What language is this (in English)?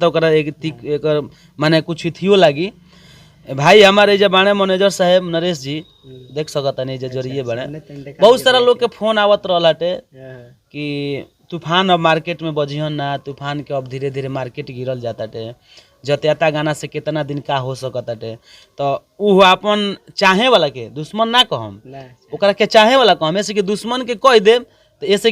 Bhojpuri